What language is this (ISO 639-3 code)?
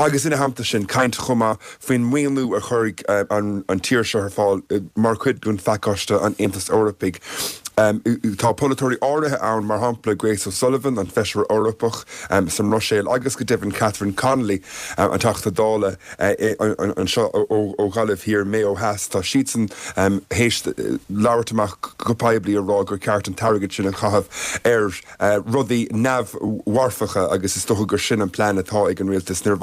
gle